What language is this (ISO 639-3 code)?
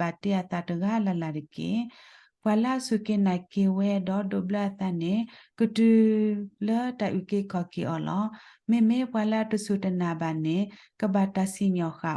ksw